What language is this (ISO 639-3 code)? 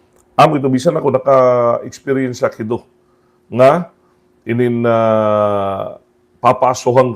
war